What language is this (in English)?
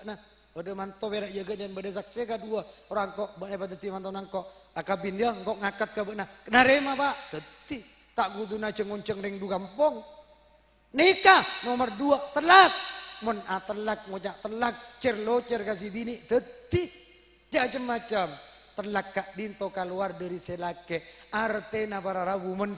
Madurese